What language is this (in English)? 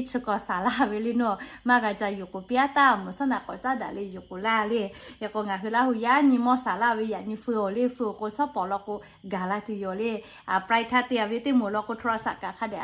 Lahu